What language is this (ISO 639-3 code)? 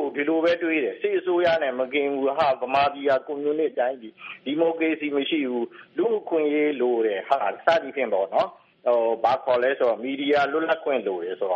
mya